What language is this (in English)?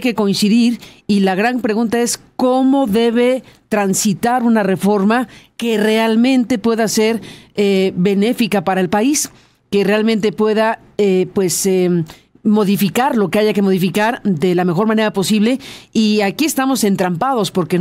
Spanish